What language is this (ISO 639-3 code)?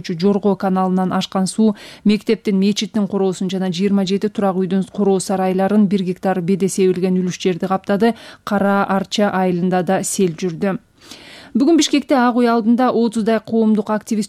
kir